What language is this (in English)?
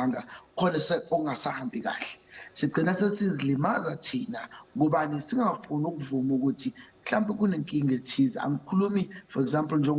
Zulu